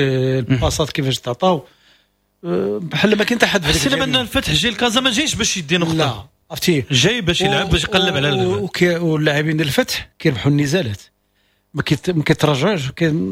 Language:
Moroccan Arabic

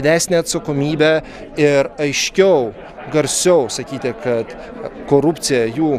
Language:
Lithuanian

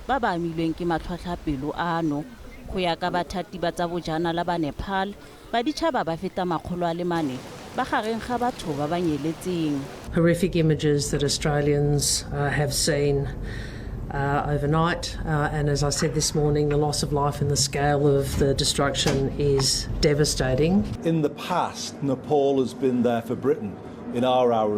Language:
Tswana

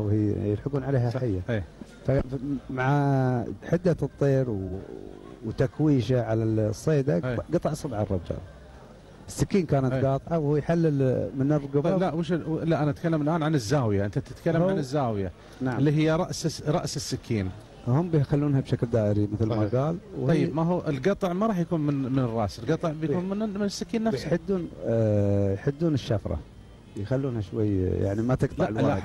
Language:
Gulf Arabic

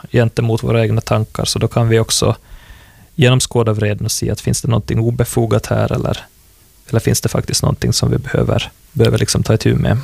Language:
Swedish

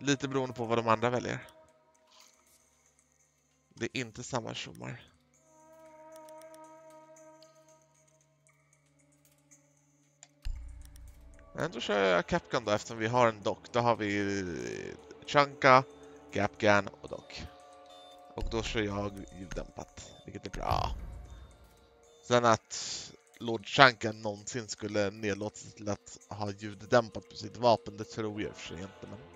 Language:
Swedish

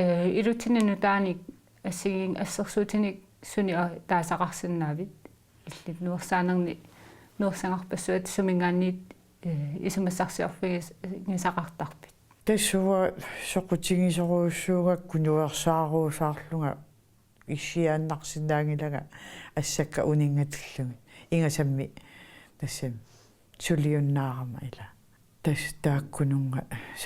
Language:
Kalaallisut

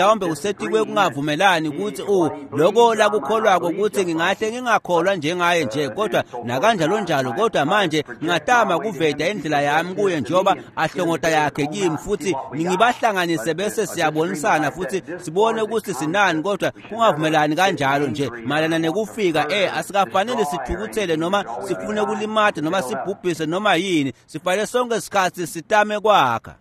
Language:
Swati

